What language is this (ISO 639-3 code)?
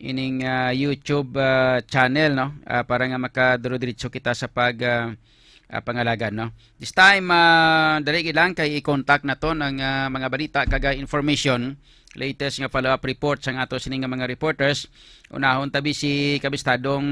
hil